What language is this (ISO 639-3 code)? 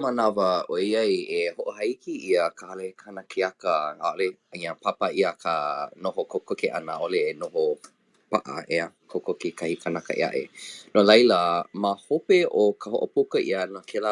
haw